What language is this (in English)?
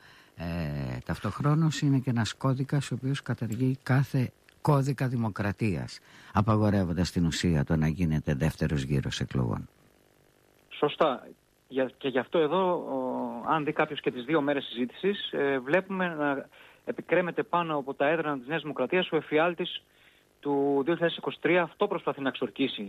Greek